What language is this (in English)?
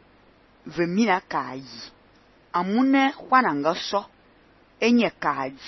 Fang